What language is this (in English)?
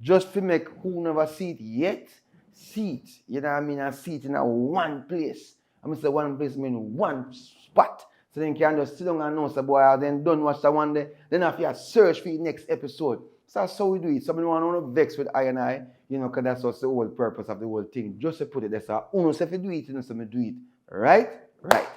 Jamaican Creole English